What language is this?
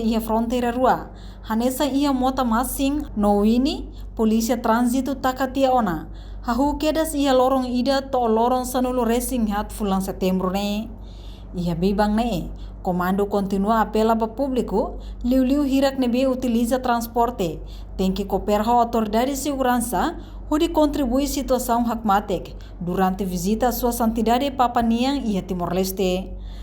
Tetum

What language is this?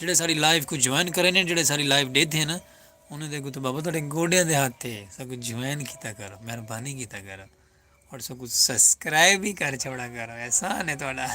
Saraiki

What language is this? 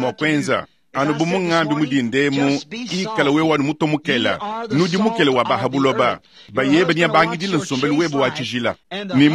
Luba-Lulua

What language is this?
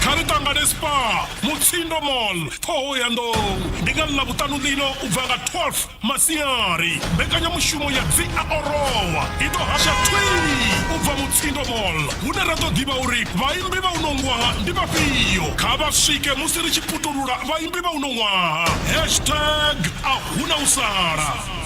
Venda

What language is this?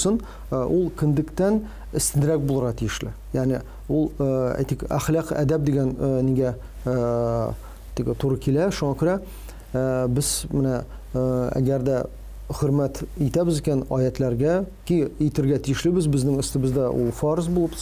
Tatar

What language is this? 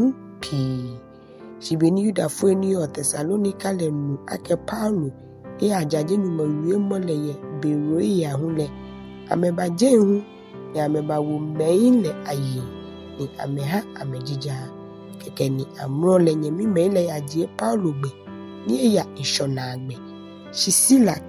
Ga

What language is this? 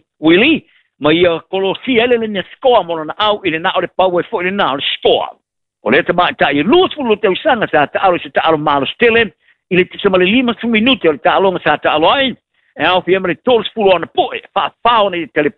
Samoan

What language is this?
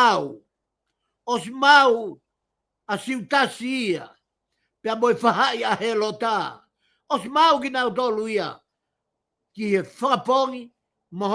Tongan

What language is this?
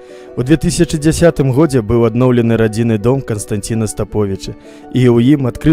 Belarusian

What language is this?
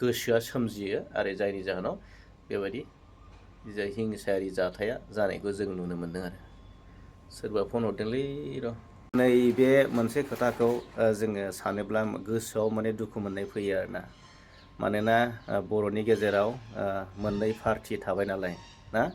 Bodo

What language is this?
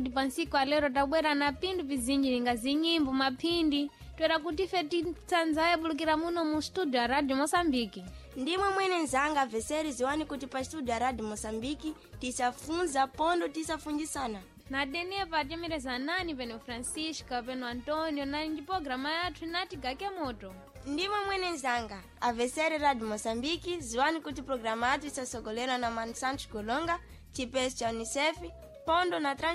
Sena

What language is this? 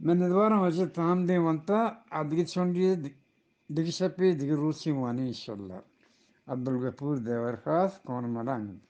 Eastern Balochi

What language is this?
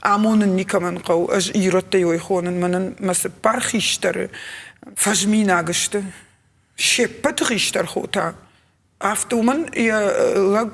Ossetic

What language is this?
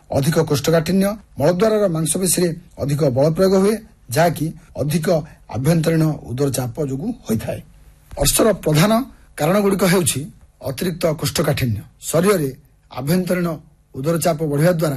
Odia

